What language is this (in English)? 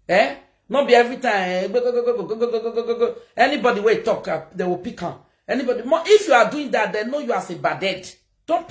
Nigerian Pidgin